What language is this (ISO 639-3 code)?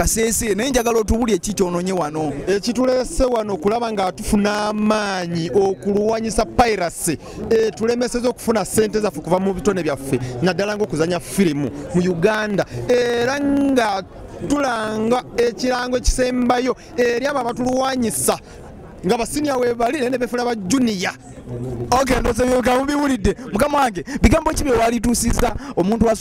lug